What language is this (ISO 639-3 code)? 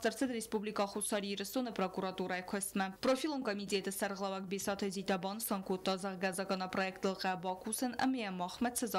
oss